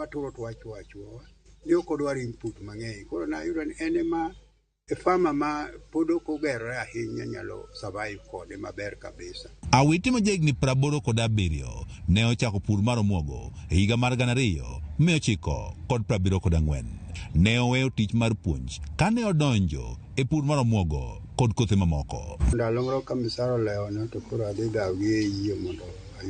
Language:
Luo (Kenya and Tanzania)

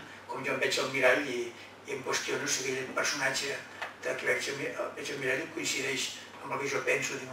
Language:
Catalan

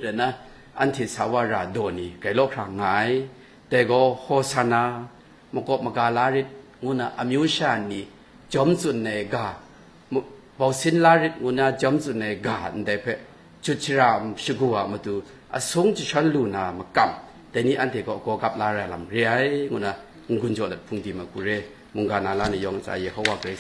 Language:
Kachin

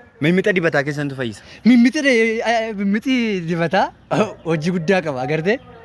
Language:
Oromo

